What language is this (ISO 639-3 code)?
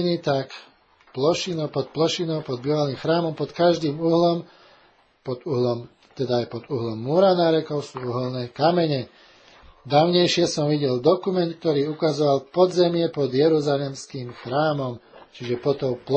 slk